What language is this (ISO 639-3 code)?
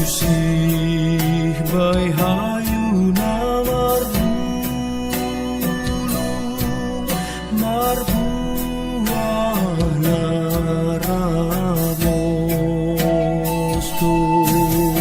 bts